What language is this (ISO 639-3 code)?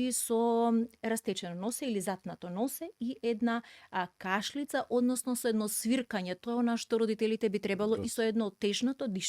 mkd